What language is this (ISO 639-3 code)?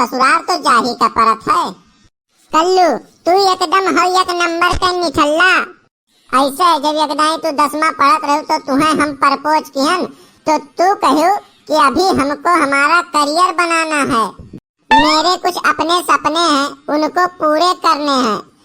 awa